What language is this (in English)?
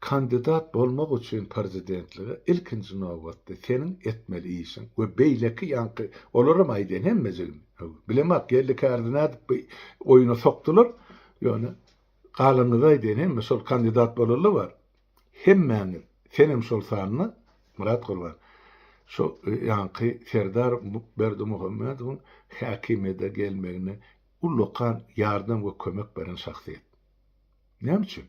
Turkmen